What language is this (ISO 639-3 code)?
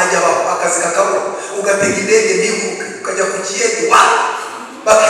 kin